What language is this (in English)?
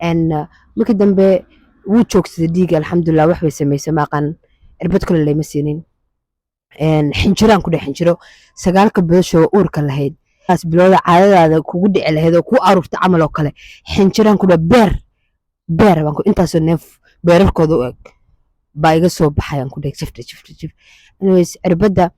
Somali